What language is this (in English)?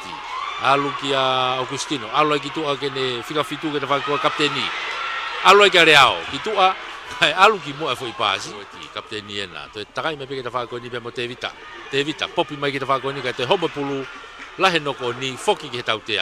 Tongan